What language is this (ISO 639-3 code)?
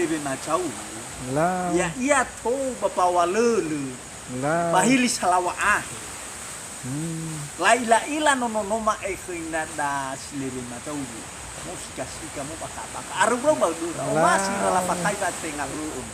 nia